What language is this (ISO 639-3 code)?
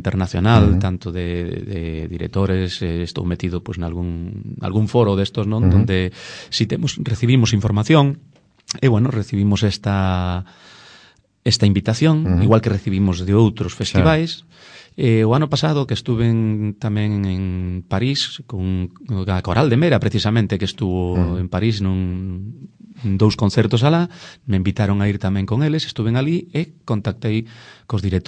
glg